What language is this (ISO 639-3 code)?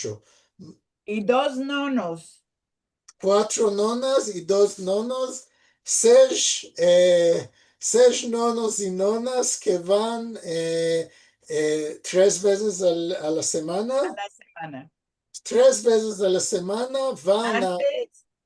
lad